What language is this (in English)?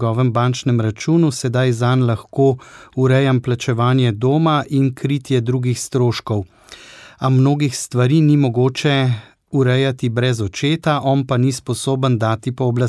Slovenian